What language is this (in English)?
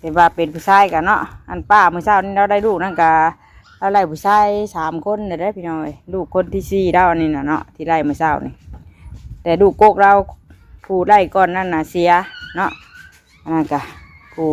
Northeastern Thai